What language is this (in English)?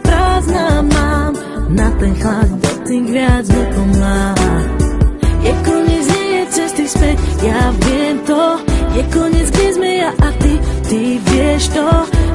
Slovak